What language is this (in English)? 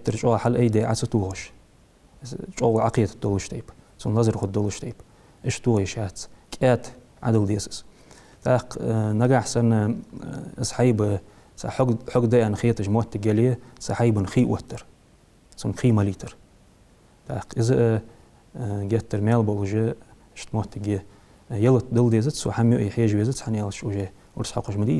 Ingush